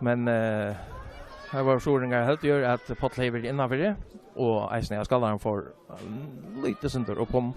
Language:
Faroese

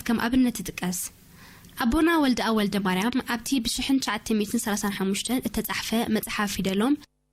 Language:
Tigrinya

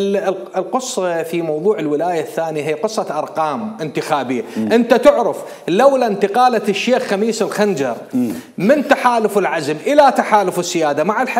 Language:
Mesopotamian Arabic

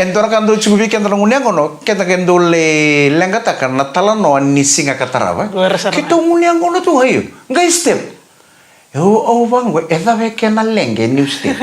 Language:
Fijian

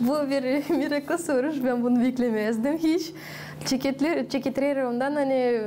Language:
Gagauz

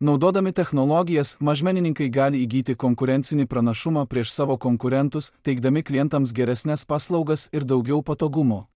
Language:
Lithuanian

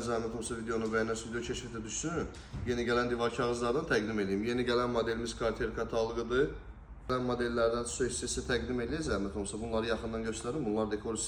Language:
Azerbaijani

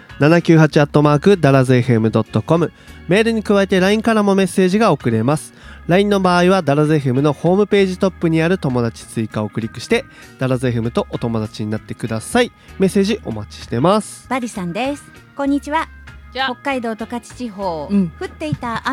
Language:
Japanese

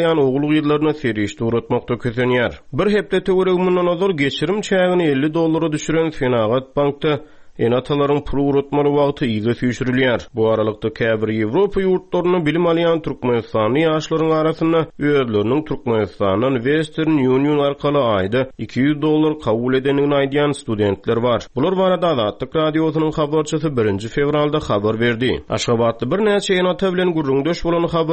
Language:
Turkmen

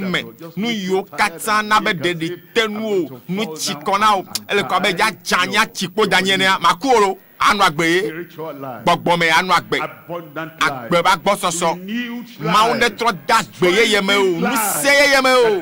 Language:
Ewe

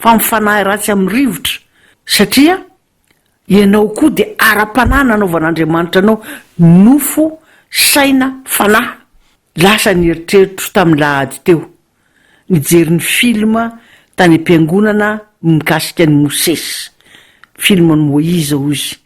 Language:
Malagasy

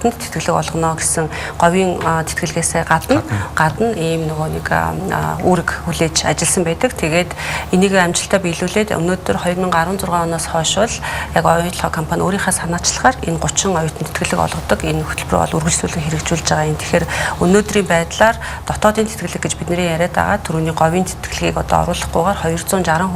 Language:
Mongolian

